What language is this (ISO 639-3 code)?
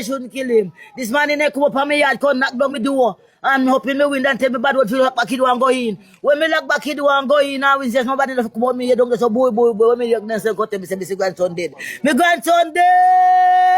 jam